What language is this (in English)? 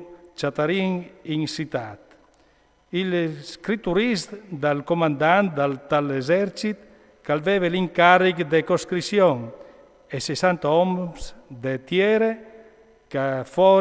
Friulian